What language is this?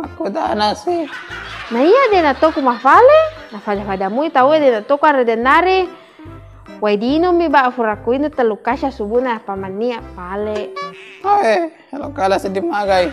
Buginese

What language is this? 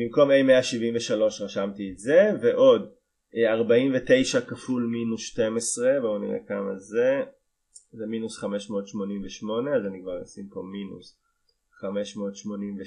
Hebrew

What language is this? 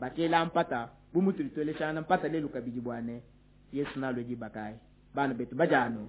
Luba-Lulua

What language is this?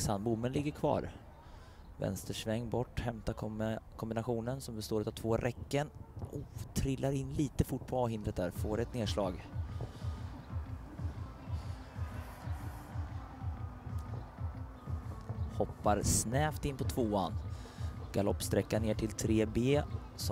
Swedish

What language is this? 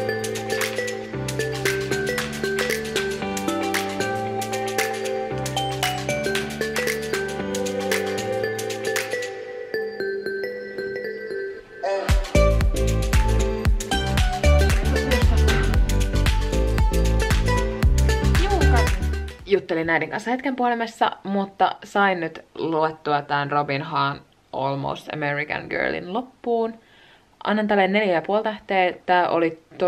Finnish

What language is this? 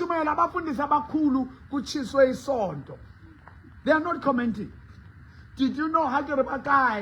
Southern Sotho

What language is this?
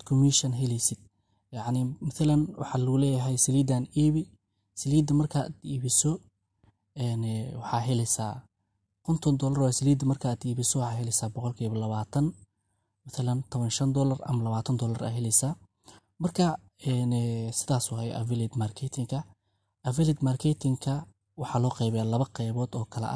Somali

